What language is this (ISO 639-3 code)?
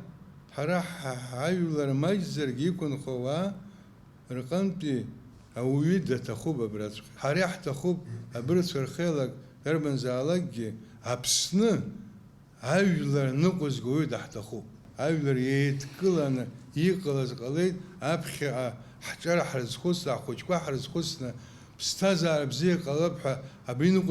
abk